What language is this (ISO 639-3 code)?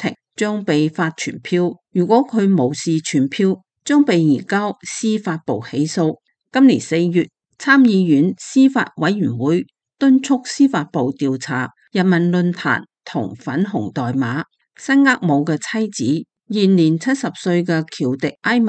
yue